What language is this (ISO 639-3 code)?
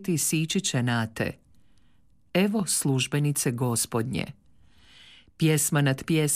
hrv